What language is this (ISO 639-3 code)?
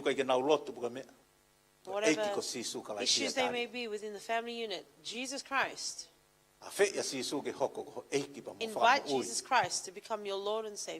ton